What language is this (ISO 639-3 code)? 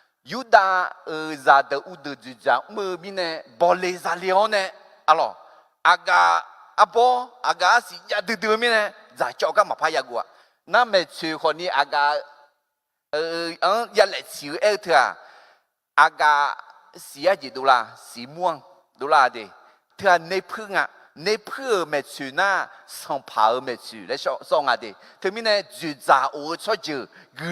ahk